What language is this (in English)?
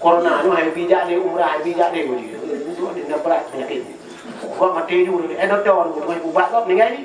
Achinese